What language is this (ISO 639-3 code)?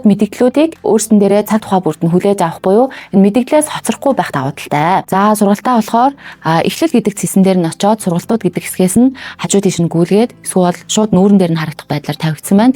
mon